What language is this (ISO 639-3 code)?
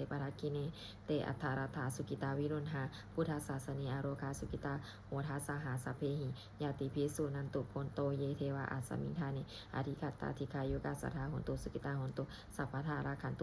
pli